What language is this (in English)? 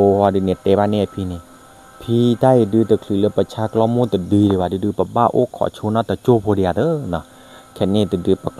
S'gaw Karen